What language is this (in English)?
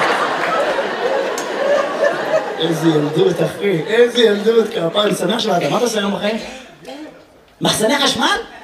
Hebrew